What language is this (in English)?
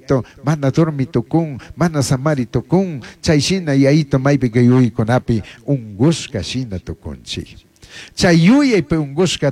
Chimborazo Highland Quichua